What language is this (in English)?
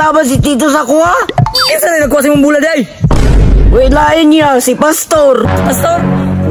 Cebuano